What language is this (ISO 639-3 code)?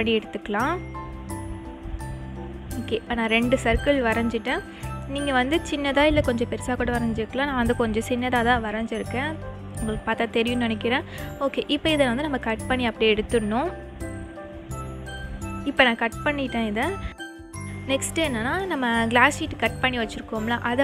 tam